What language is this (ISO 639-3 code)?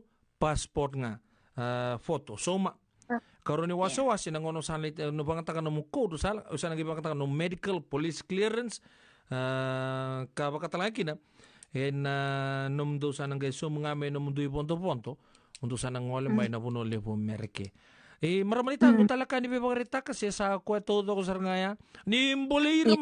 fij